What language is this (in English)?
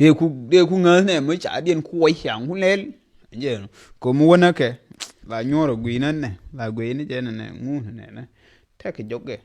Nuer